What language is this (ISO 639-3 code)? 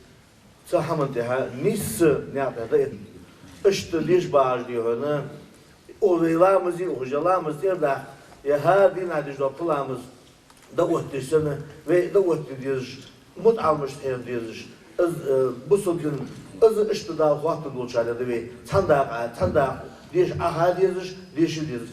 inh